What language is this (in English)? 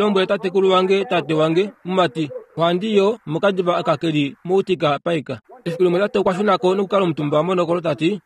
Kuanyama